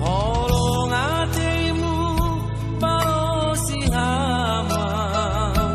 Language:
Batak Simalungun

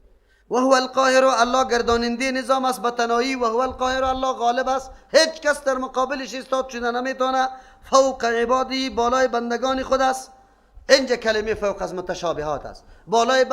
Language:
Persian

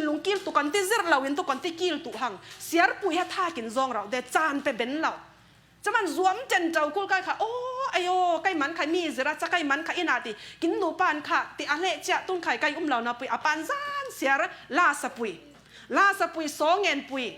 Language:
Falam Chin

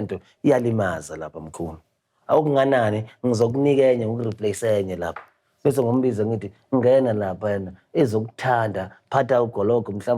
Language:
Zulu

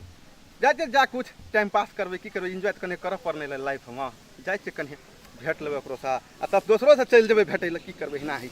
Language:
Maithili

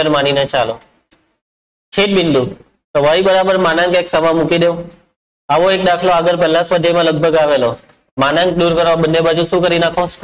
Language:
Gujarati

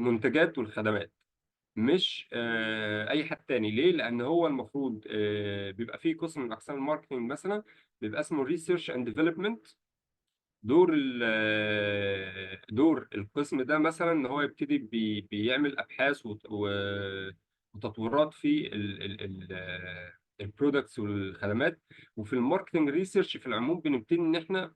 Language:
Egyptian Arabic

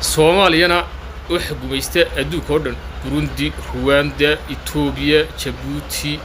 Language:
Somali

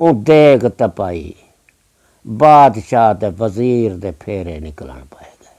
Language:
Saraiki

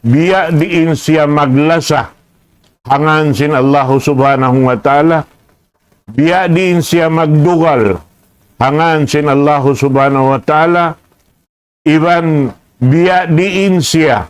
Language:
Tausug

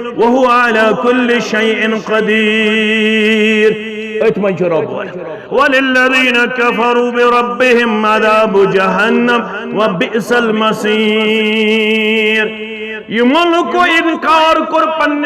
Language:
Kashmiri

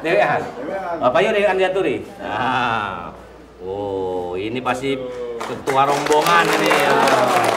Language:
Musi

